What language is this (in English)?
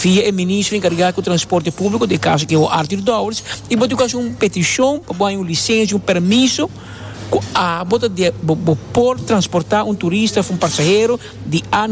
Papiamento